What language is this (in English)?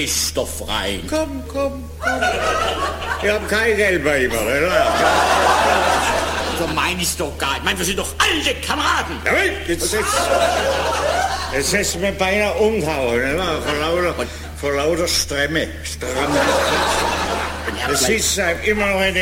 German